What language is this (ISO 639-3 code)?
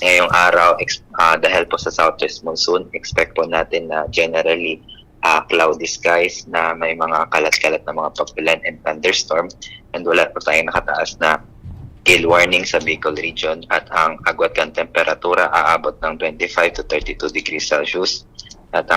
bik